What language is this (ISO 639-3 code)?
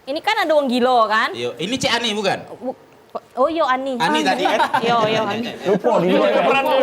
mui